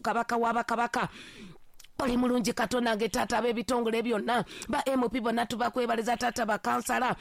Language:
Ganda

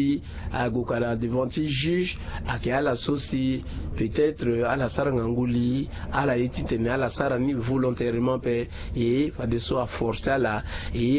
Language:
Sango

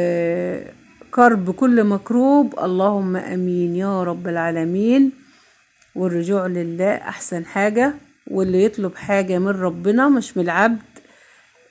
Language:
Egyptian Arabic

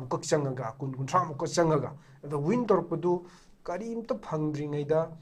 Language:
Manipuri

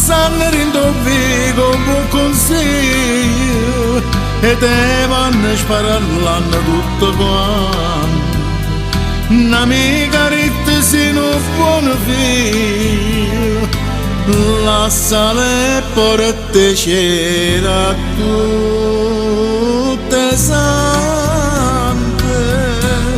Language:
Neapolitan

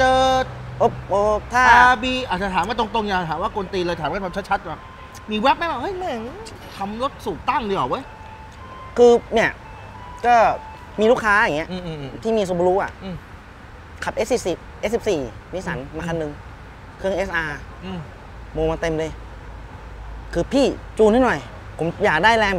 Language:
Thai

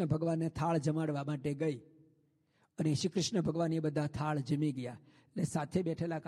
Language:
Gujarati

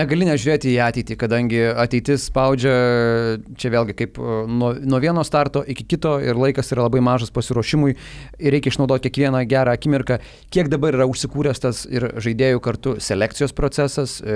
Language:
Lithuanian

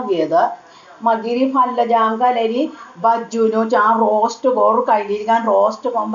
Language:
Konkani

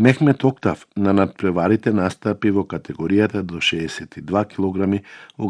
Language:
Macedonian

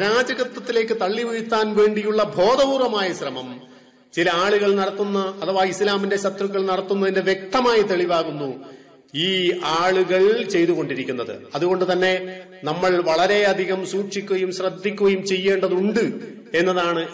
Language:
Malayalam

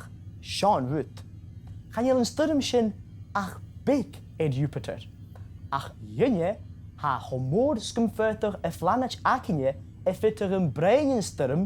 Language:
Scottish Gaelic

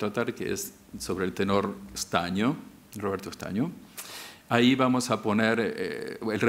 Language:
Spanish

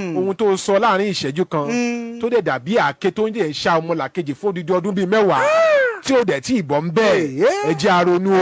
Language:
Yoruba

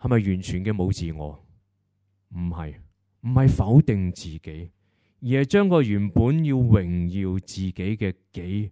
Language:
Cantonese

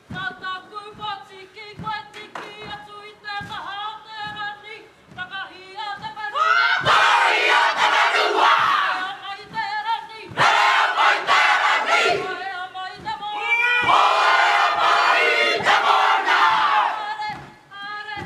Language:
Māori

